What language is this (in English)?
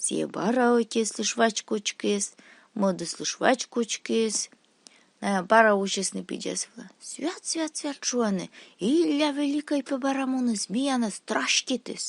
Komi